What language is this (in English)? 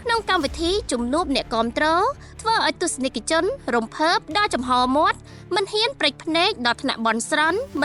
Khmer